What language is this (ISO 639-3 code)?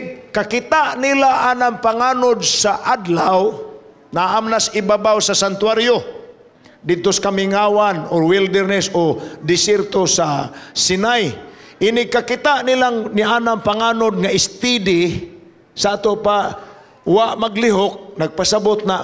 ceb